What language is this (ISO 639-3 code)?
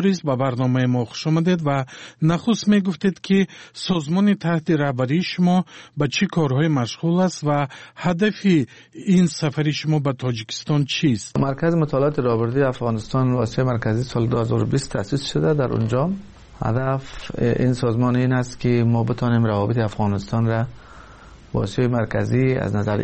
tgk